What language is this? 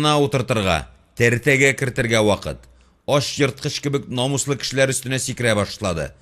Tatar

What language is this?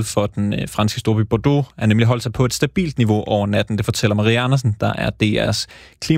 Danish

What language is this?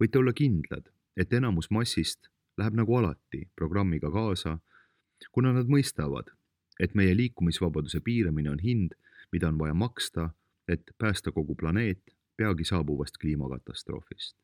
Estonian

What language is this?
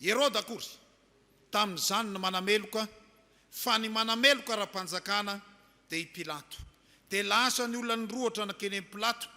Malagasy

